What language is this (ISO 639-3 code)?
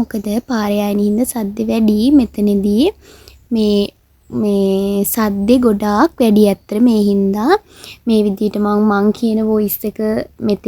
sin